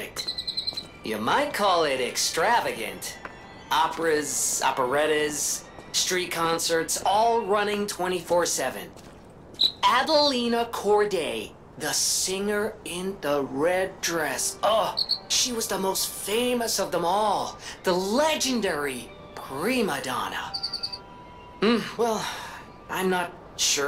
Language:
English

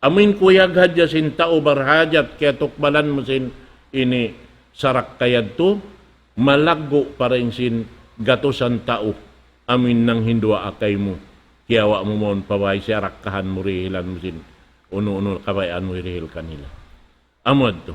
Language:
Tausug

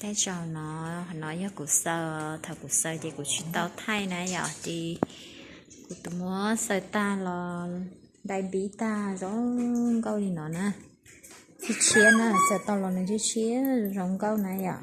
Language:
Hmong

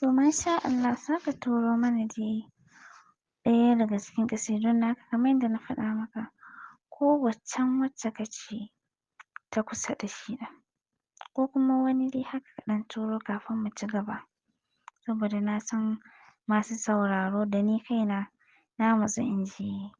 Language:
Hausa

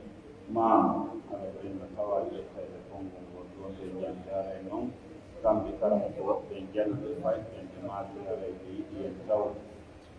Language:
Pular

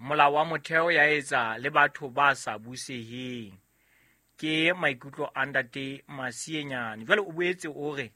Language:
Southern Sotho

